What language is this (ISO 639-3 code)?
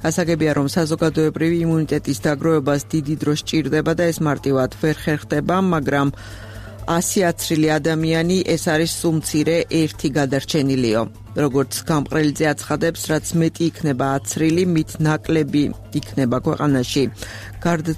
kat